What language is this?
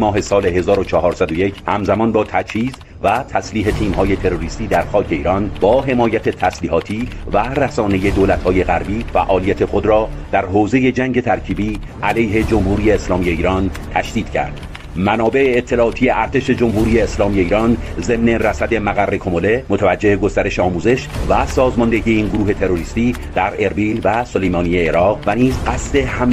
Persian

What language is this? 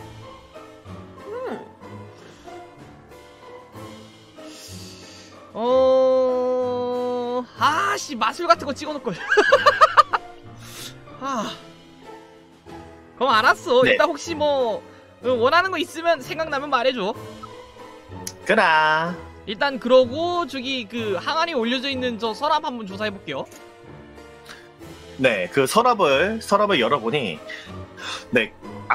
Korean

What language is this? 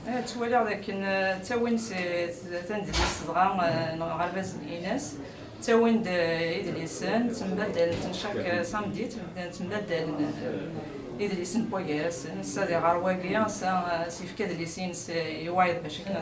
Kabyle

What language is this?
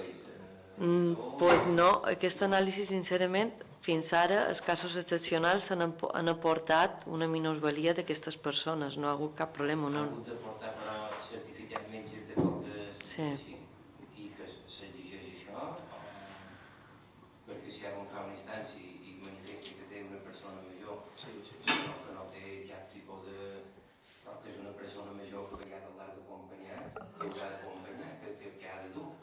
Catalan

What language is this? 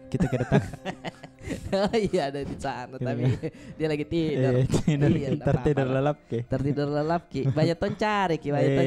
Makassar Malay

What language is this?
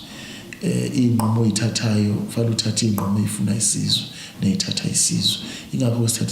Zulu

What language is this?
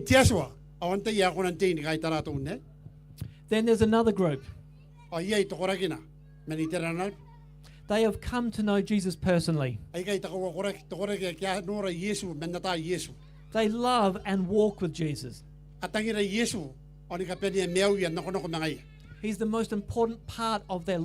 Gilbertese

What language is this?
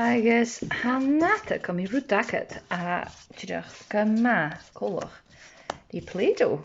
Scottish Gaelic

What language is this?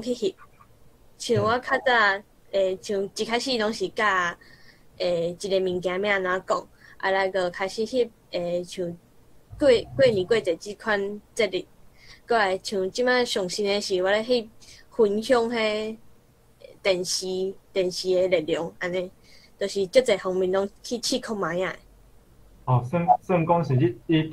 Min Nan Chinese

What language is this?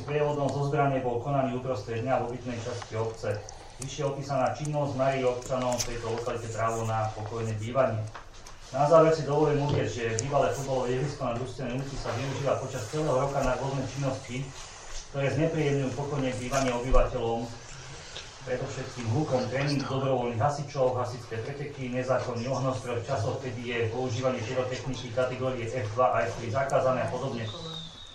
Slovak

